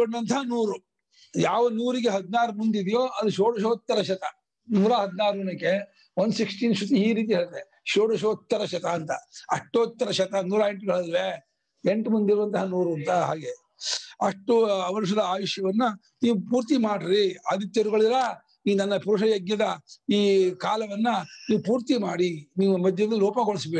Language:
Kannada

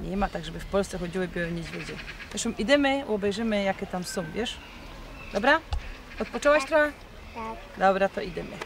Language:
Silesian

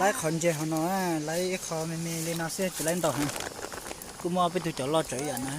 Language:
Hmong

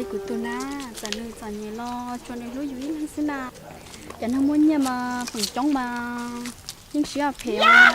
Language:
Hmong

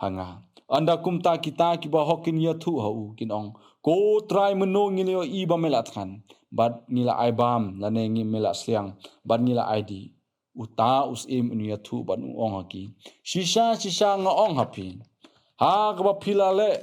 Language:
Khasi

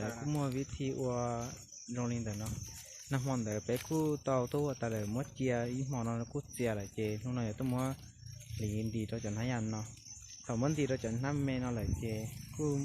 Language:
Hmong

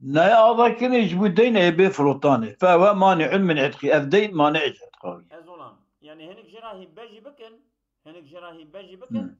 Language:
Kurdish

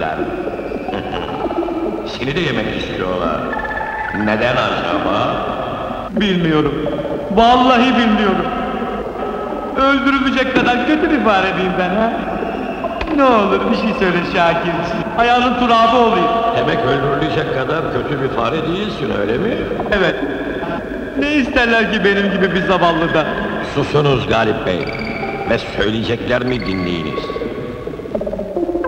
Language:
Turkish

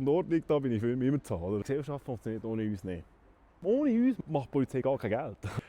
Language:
Swiss German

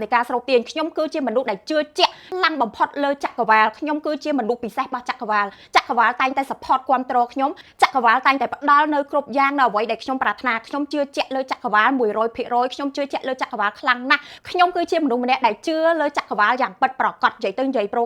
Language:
Khmer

